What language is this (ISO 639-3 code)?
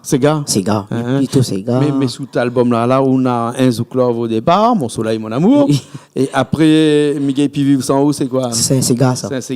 rcf